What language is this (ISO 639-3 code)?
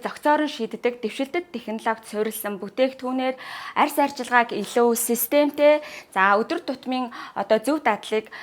mon